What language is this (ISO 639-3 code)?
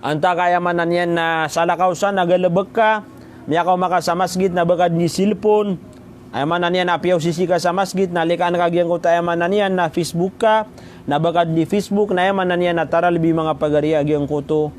mrw